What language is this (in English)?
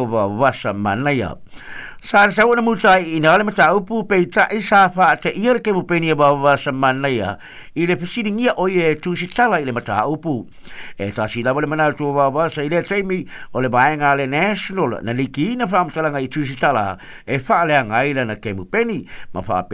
Samoan